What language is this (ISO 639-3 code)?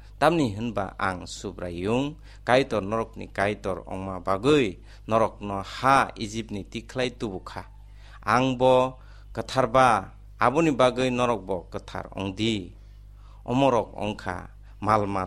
trp